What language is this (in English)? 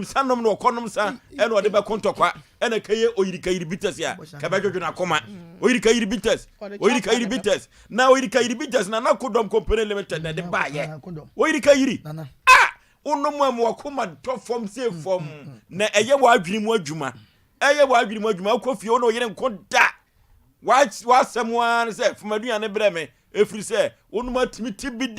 Akan